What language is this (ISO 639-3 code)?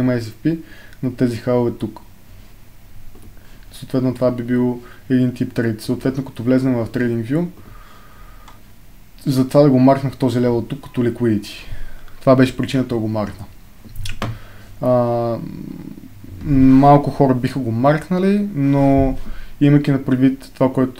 bul